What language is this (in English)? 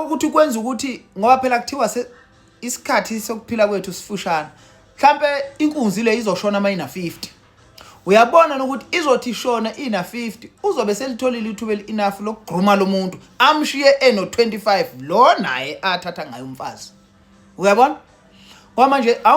Zulu